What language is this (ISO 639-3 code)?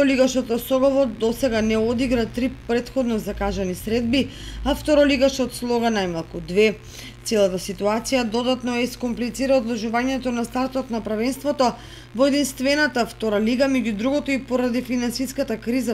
mkd